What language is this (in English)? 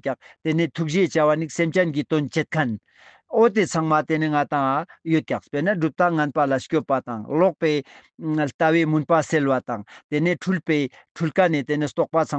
Ladakhi